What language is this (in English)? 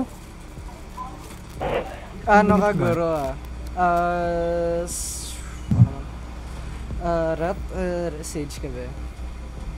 Filipino